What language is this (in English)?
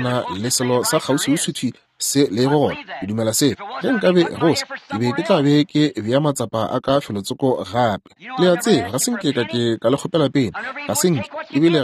Northern Sotho